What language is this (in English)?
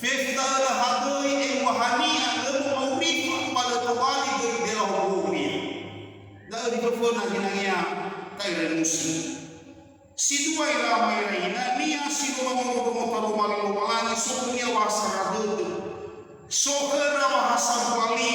Nias